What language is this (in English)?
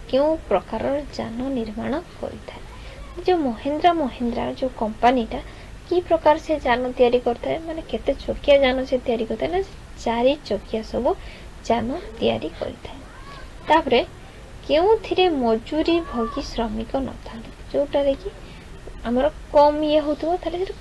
Odia